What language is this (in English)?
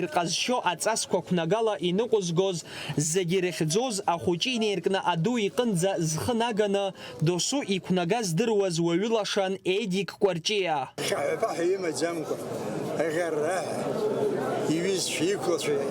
Abkhazian